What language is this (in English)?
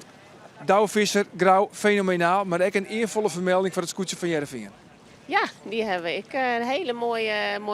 Western Frisian